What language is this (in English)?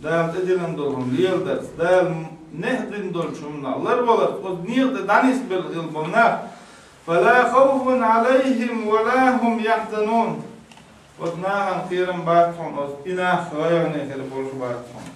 Chechen